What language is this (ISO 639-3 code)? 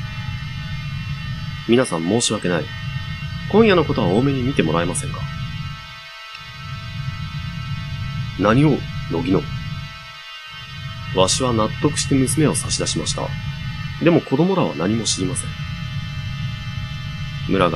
jpn